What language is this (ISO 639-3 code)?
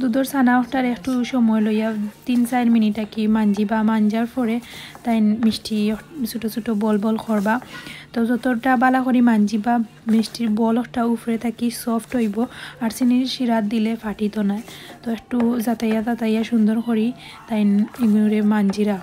syl